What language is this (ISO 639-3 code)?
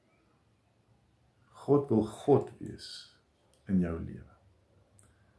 afr